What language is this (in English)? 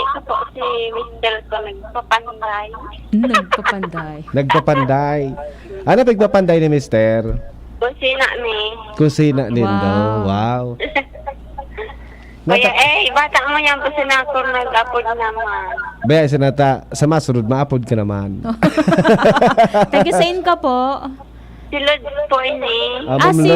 Bikol